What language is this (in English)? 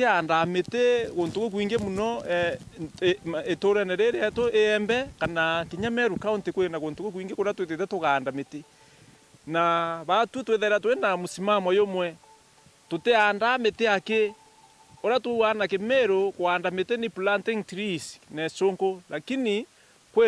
Meru